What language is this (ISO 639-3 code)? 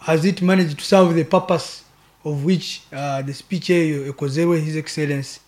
nyo